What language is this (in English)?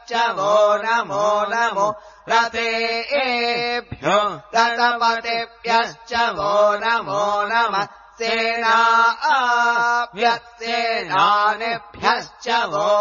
Sanskrit